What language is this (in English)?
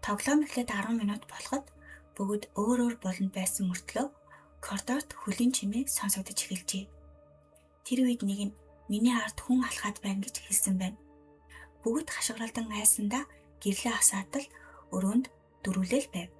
Mongolian